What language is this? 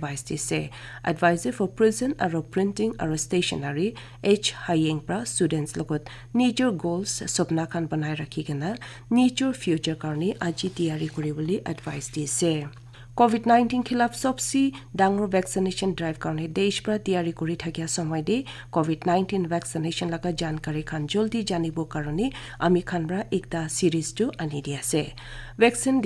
Naga Pidgin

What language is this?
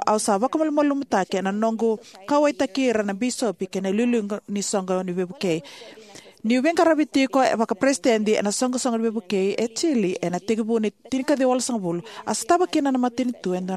Fijian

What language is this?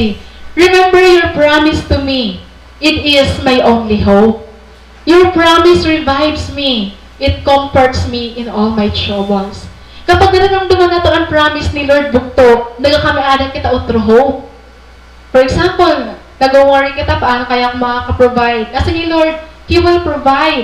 Waray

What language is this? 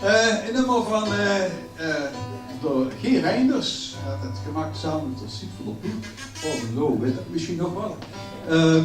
Limburgish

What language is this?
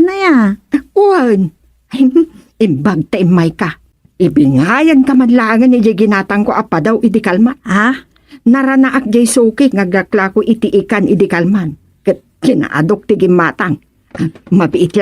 Iloko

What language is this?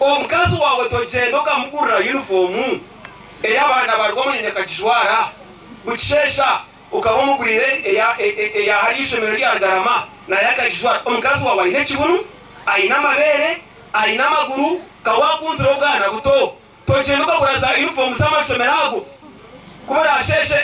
Nyankole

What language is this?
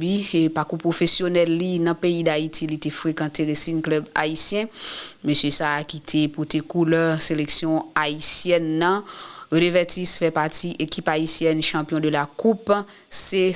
Haitian Creole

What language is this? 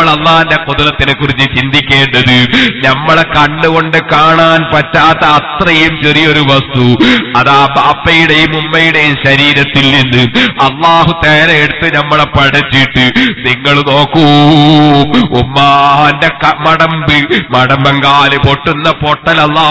Malayalam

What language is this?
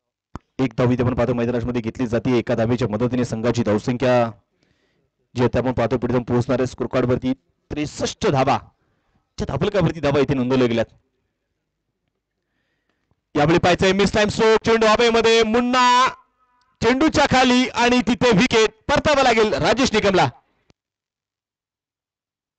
Marathi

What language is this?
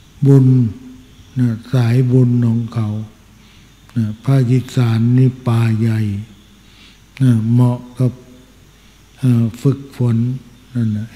Thai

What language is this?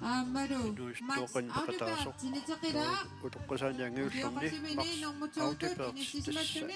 Kalaallisut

